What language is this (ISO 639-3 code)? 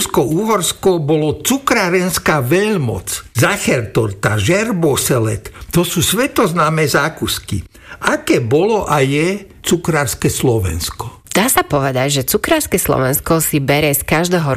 slk